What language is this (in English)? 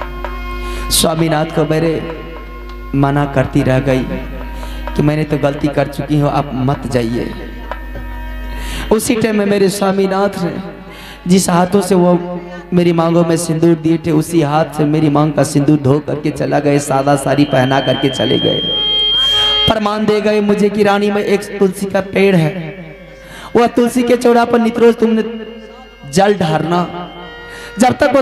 Hindi